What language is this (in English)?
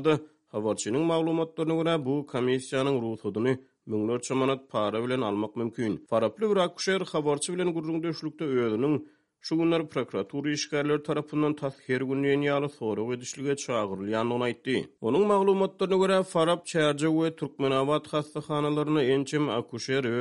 Turkmen